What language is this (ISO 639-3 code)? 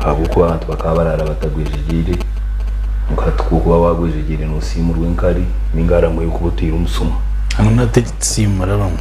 nyn